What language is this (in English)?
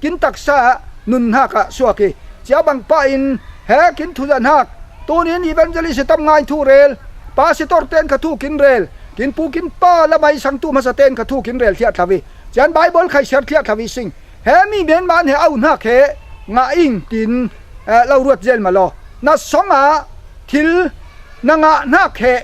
Falam Chin